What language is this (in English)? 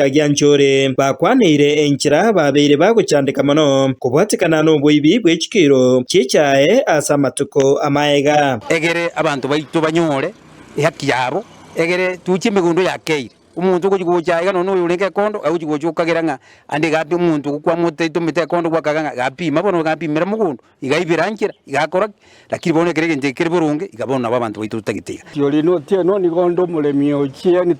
Gusii